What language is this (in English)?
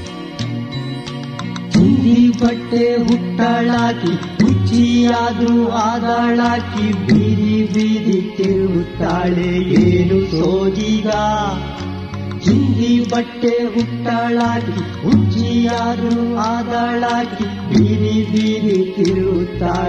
Kannada